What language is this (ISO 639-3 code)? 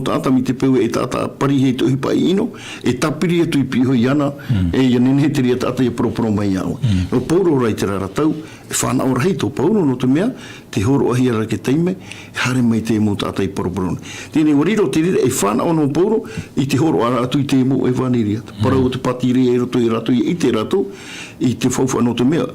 tah